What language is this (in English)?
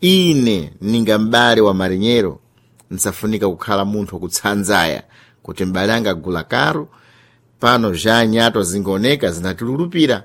Sena